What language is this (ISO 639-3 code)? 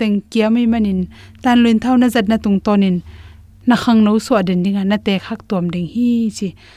ctd